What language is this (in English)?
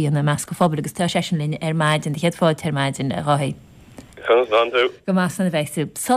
Irish